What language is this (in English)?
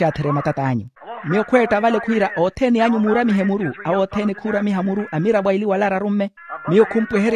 Makhuwa